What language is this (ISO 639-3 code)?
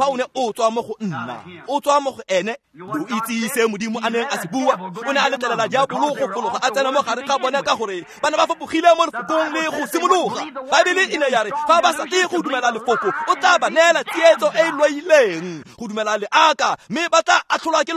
tsn